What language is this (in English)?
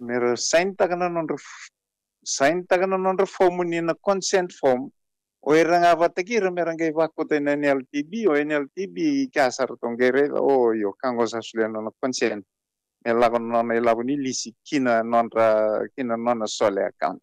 Fijian